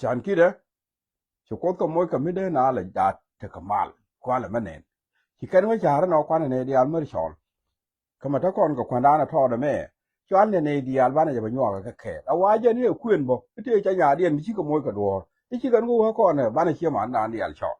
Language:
Nuer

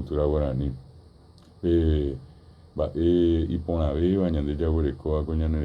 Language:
Guarani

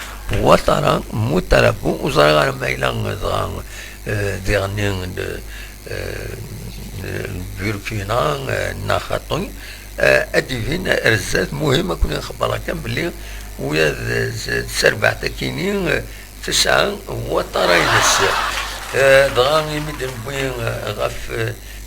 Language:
Kabyle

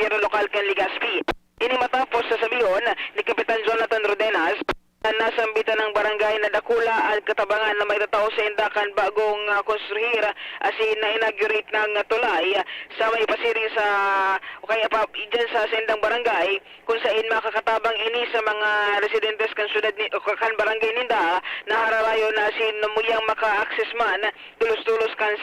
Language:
Bikol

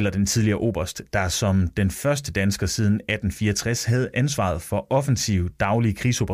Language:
Danish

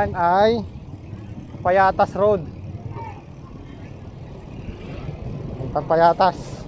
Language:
Filipino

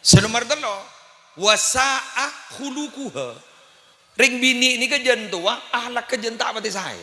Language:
Madurese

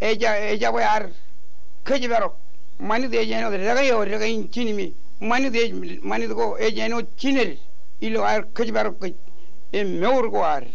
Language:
Marshallese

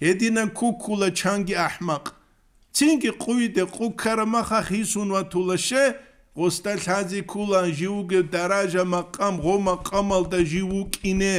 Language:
Avaric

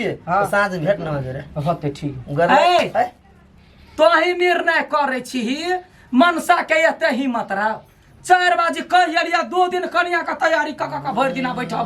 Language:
Maithili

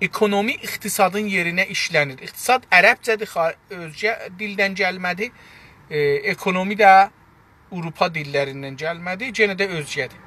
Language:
South Azerbaijani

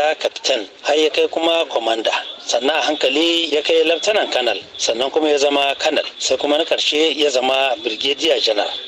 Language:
Hausa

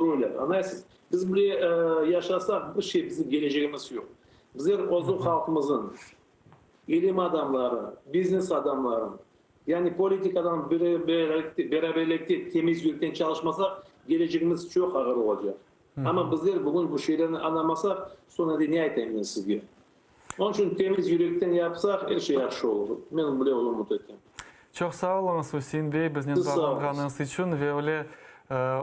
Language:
Crimean Tatar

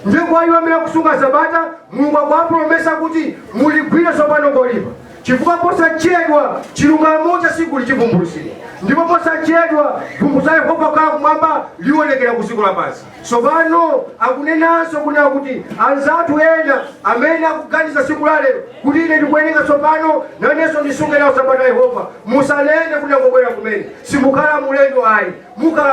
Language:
Nyanja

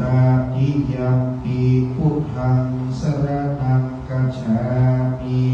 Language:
Pali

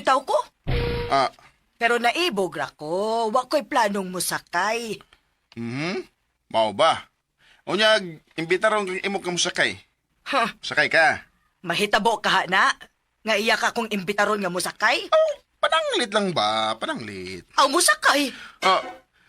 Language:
Cebuano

